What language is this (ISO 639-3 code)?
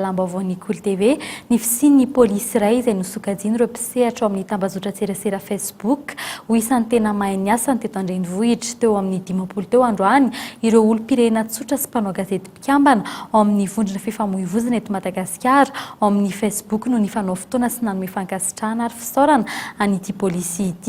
mlg